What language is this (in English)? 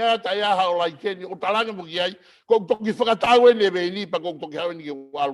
Tongan